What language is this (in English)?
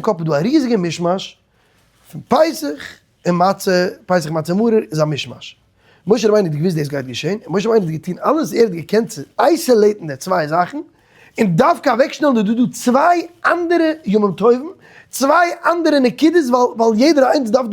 Yiddish